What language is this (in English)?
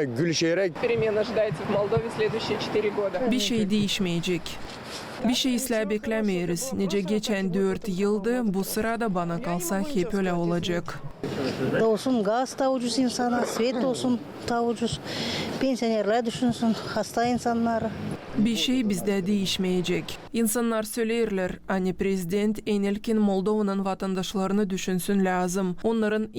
Gagauz